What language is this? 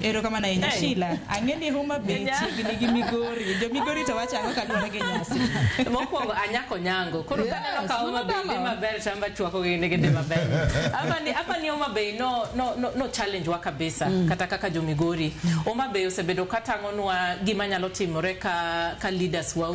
Luo (Kenya and Tanzania)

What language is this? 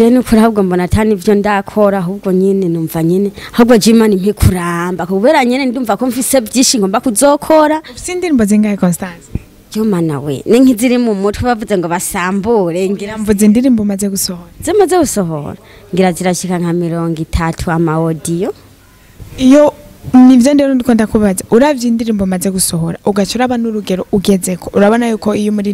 Rundi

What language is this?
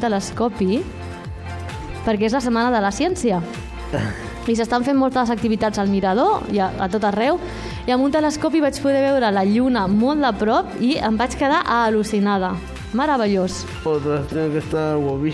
Catalan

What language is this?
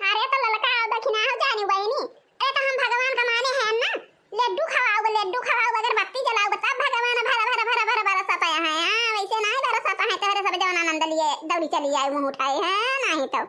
Awadhi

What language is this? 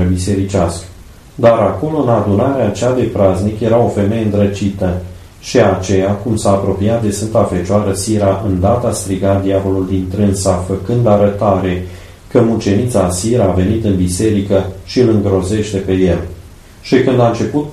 Romanian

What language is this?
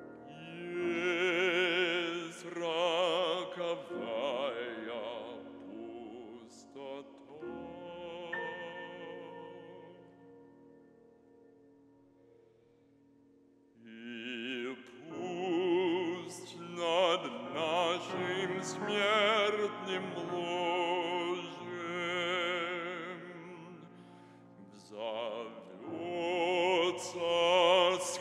Russian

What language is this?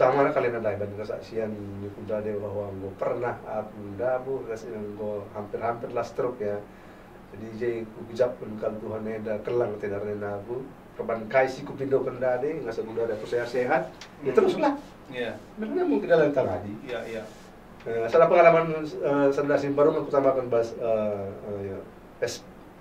Batak Karo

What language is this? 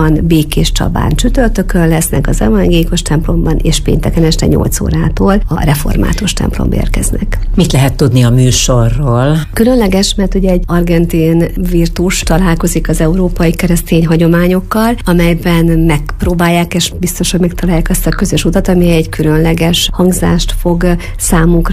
Hungarian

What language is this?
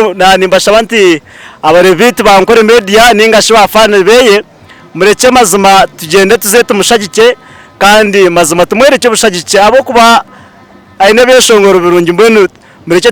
Nyankole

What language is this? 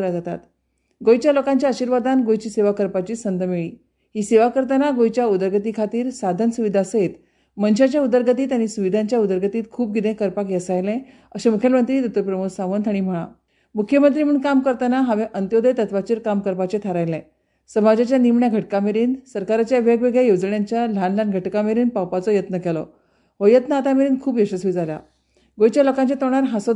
Konkani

